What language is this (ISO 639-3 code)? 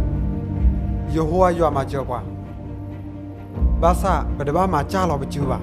ksw